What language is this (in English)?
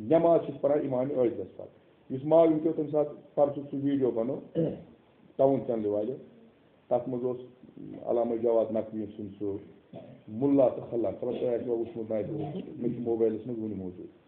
Kashmiri